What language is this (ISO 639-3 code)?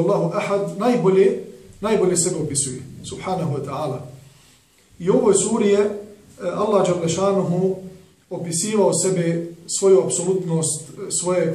bos